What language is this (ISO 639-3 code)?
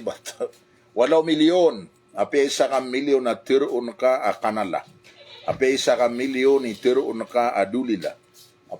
mrw